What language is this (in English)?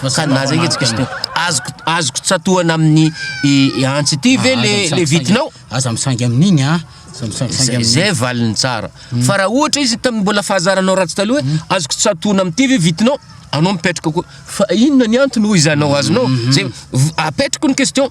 Malagasy